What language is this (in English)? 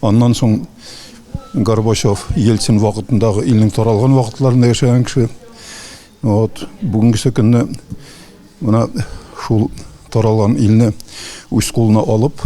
Tatar